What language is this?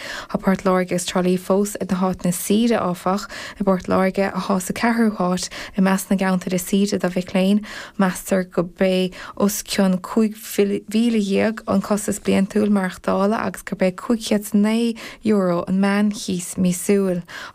Irish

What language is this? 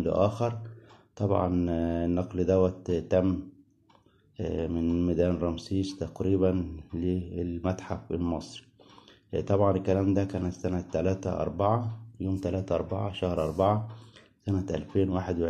Egyptian Arabic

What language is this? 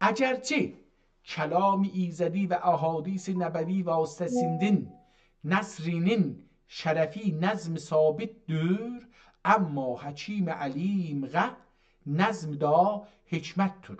South Azerbaijani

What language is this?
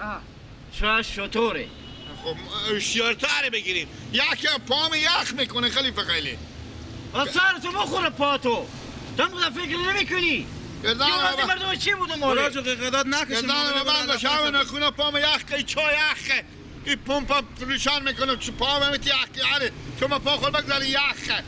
Persian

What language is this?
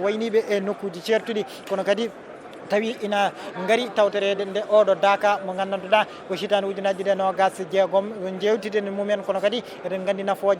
Fula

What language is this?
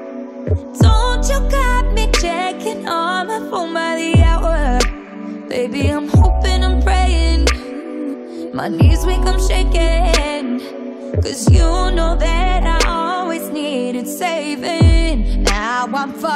English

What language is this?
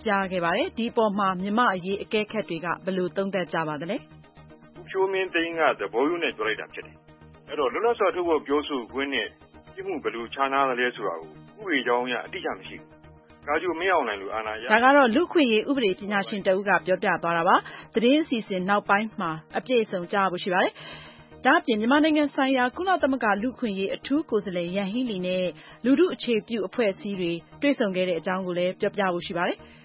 Burmese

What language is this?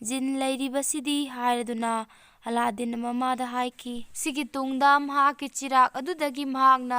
Manipuri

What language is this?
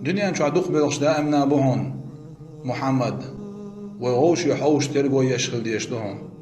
Chechen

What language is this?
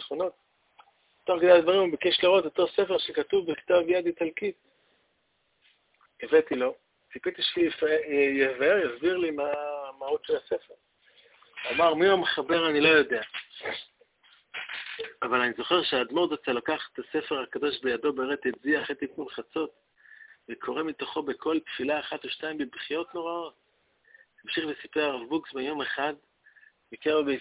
Hebrew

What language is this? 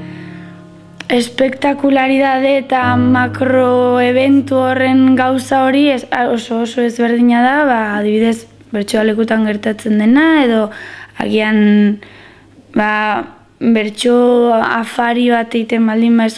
Basque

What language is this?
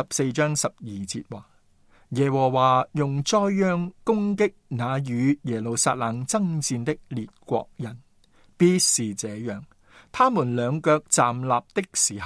Cantonese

